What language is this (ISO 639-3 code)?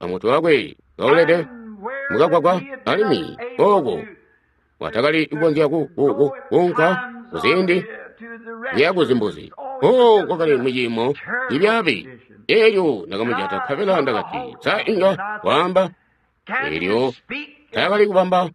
toi